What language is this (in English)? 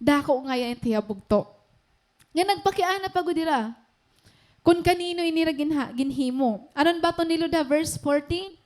Waray